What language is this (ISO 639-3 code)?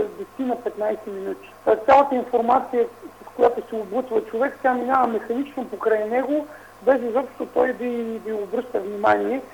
bul